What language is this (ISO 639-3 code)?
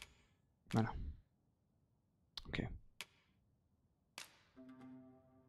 fra